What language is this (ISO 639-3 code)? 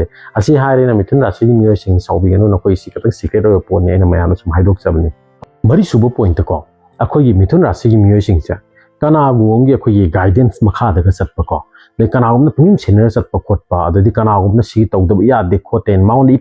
mni